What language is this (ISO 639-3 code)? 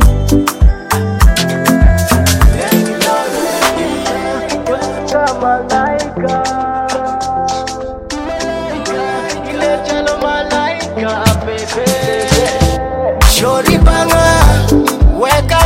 swa